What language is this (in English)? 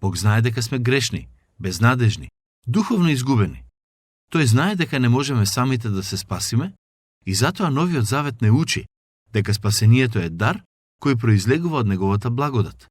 Macedonian